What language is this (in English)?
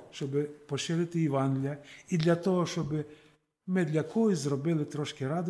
Ukrainian